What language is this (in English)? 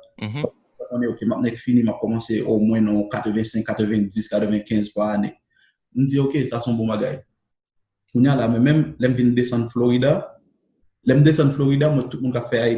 Haitian Creole